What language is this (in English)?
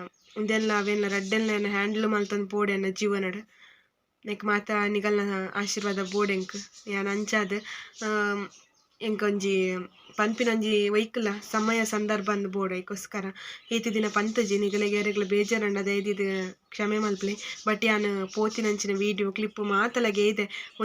Tulu